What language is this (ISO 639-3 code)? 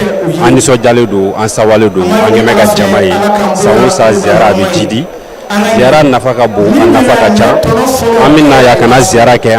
bam